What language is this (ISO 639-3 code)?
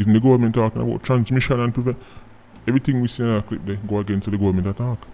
jam